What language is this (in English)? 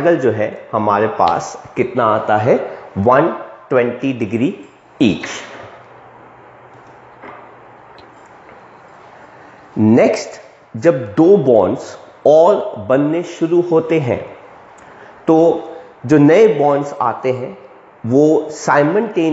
Hindi